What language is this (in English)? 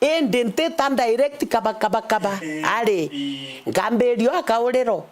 Meru